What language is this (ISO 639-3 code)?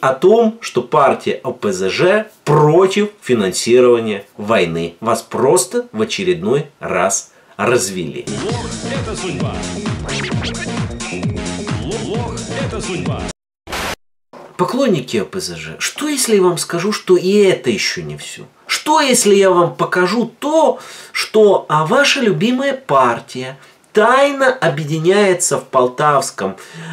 rus